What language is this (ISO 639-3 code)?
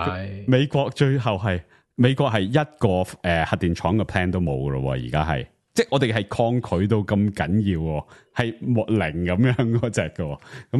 yue